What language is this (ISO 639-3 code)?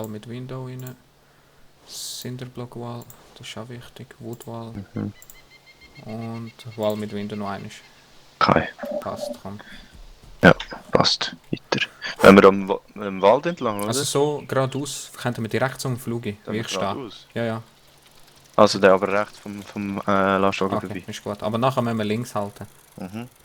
gsw